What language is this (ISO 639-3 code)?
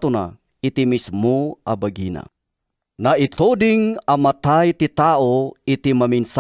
ilo